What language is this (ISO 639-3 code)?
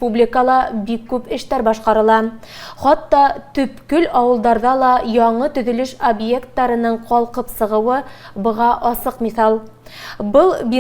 bak